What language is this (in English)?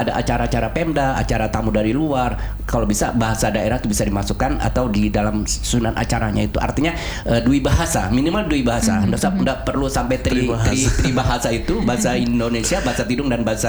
Indonesian